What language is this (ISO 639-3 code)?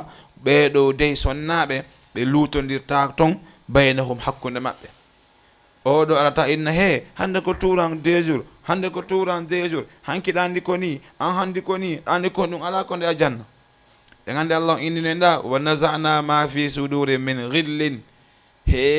ful